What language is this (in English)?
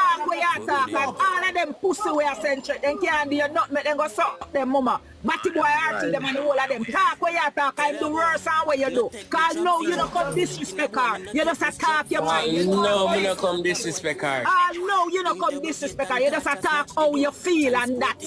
Jamaican Creole English